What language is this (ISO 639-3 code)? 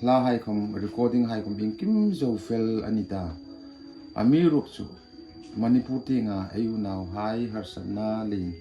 hmr